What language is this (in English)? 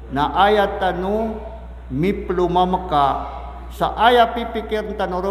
Maranao